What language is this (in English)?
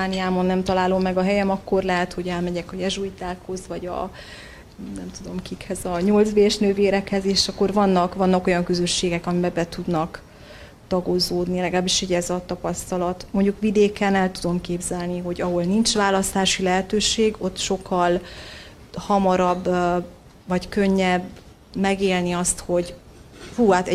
Hungarian